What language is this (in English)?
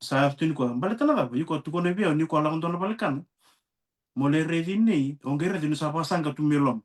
Fijian